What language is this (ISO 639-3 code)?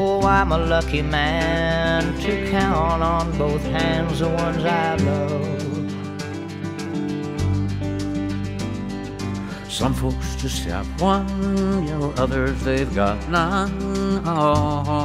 eng